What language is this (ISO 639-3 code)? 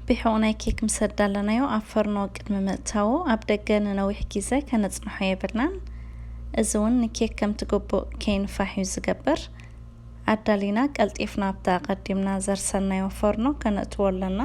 tir